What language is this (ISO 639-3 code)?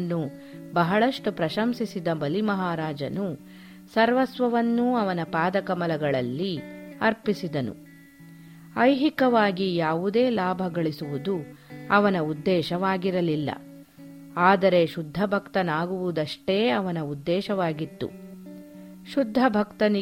kan